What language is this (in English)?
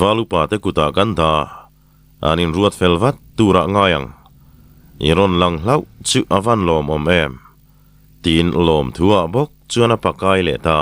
Mizo